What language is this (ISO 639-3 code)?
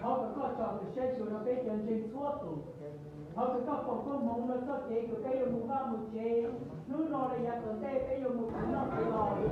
hmn